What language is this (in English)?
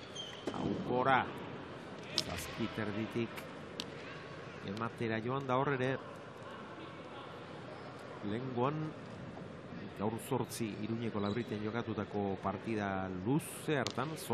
Basque